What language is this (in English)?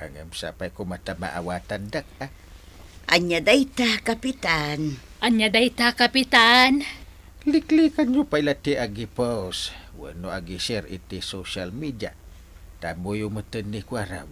Iloko